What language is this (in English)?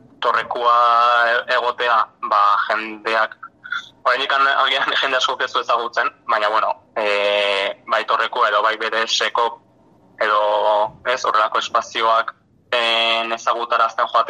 Basque